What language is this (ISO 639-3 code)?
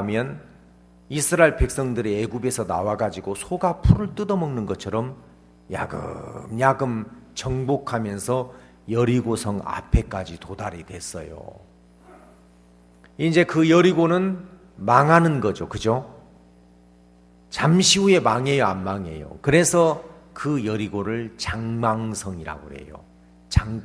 kor